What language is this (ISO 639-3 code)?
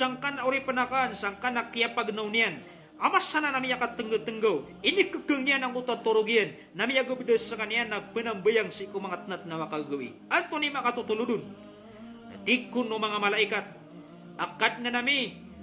mrw